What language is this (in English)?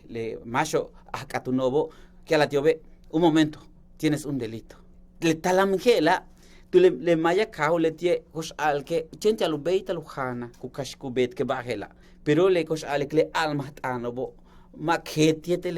Yucateco